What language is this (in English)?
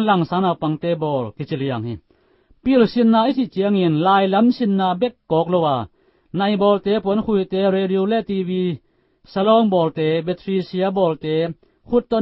Tedim Chin